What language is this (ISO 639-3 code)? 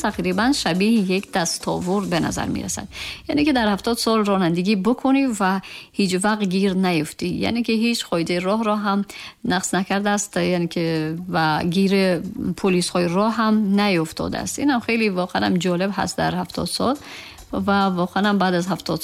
tgk